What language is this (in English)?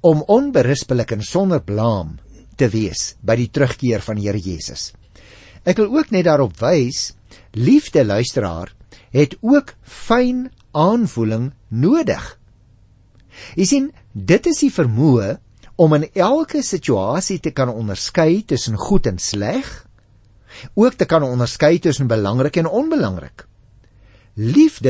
Afrikaans